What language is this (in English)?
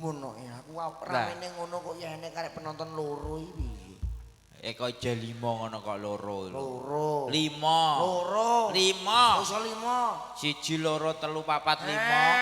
Javanese